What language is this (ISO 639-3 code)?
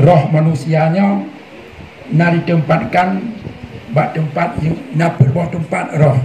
ace